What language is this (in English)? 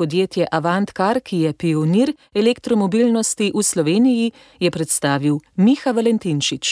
Slovenian